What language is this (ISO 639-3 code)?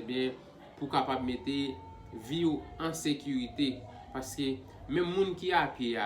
hat